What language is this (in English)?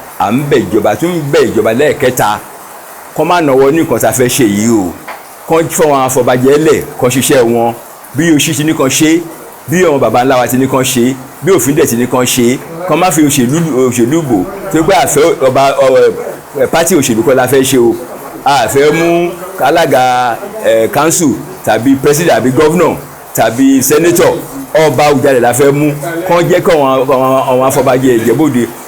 Yoruba